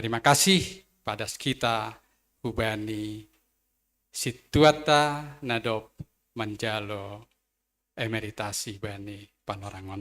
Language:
Batak Simalungun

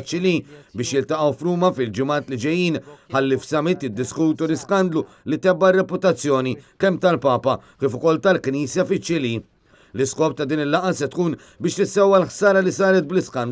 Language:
Maltese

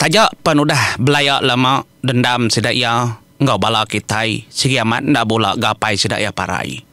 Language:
Iban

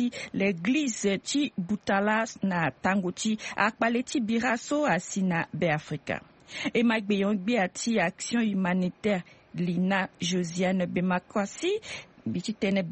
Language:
Sango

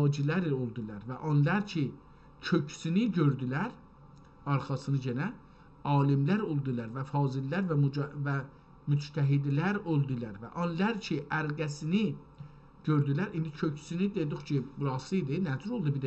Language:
South Azerbaijani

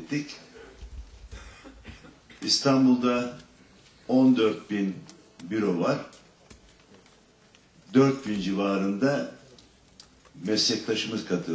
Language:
Turkish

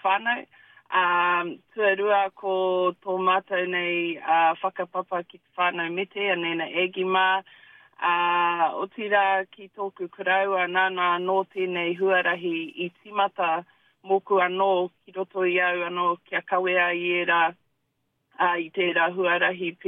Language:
Māori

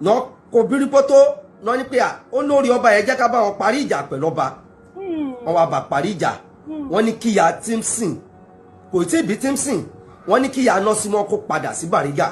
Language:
Yoruba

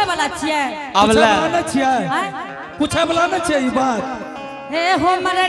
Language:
Angika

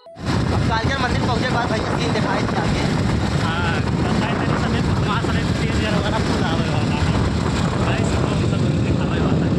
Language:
Awadhi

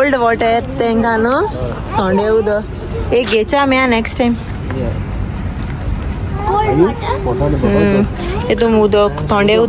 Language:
Konkani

